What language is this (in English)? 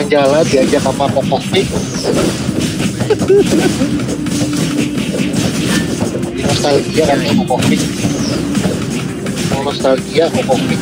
Indonesian